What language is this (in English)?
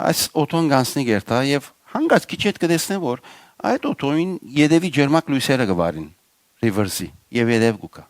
Western Armenian